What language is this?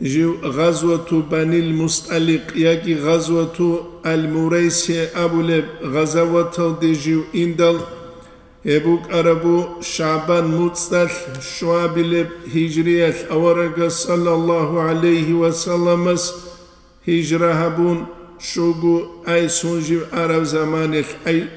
Avaric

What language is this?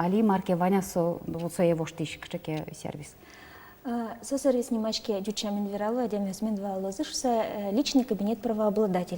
Udmurt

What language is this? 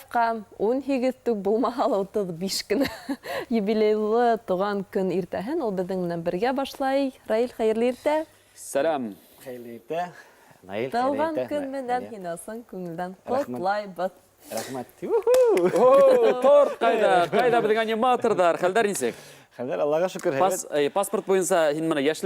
Bashkir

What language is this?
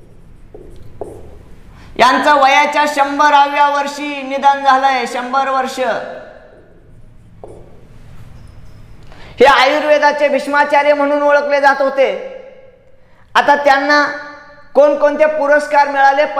Marathi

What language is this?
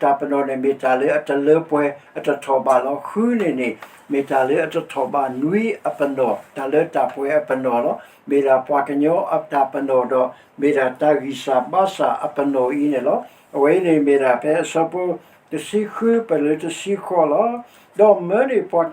S'gaw Karen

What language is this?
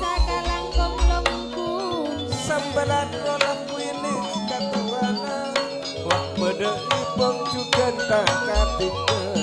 Madurese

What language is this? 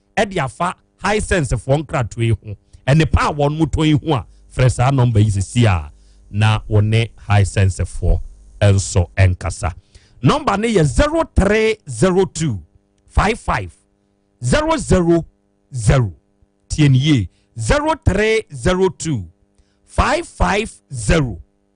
Akan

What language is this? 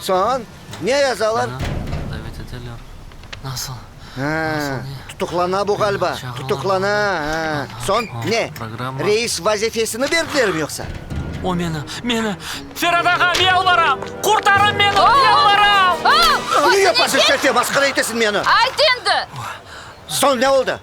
Crimean Tatar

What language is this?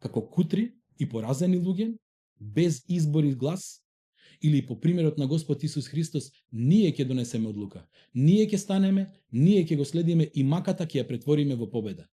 Macedonian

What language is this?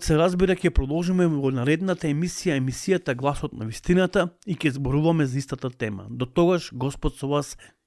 Macedonian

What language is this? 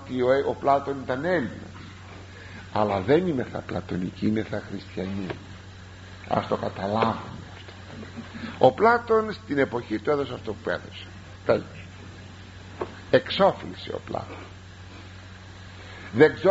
Greek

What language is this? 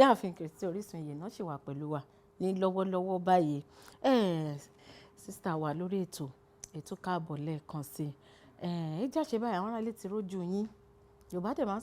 Yoruba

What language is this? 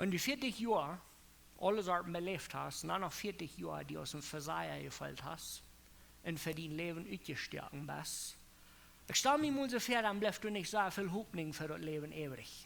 Plautdietsch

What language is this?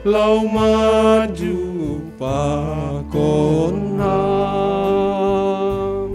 Batak Simalungun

